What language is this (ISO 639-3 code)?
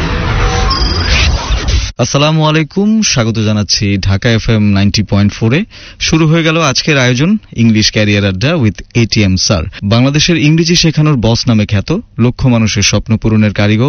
ben